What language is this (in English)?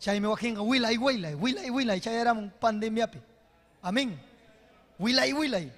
Ayacucho Quechua